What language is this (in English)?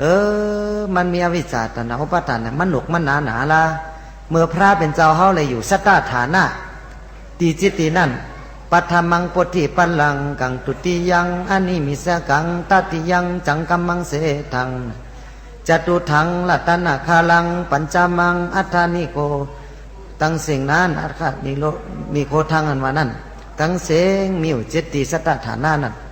Shan